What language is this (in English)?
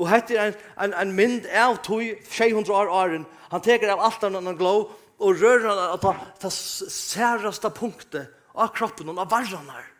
Faroese